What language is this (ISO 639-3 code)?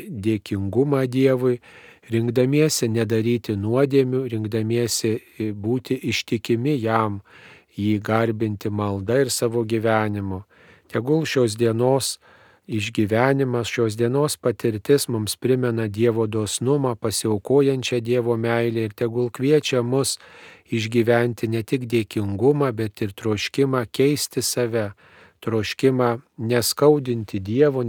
lit